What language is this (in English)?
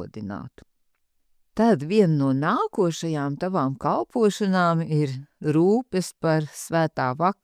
Latvian